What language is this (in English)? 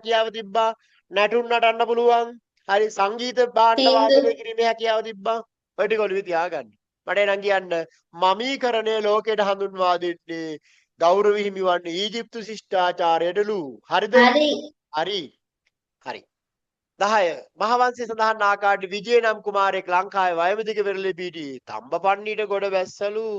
Sinhala